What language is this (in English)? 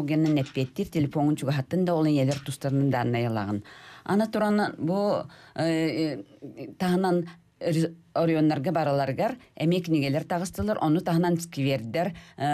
Yakut